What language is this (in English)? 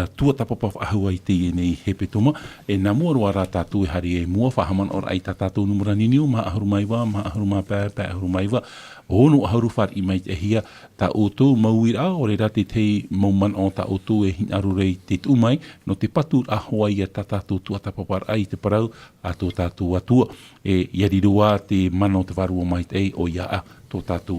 Tahitian